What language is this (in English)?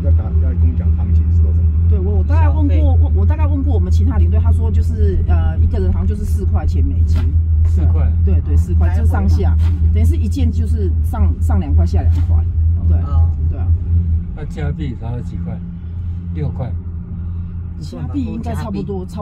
Chinese